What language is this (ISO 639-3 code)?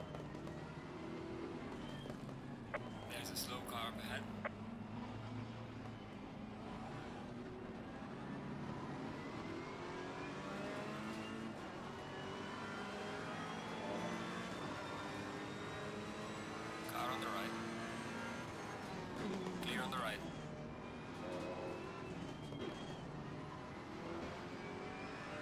eng